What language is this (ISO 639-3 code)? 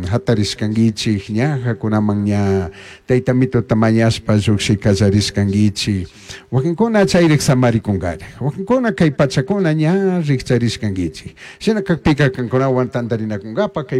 qug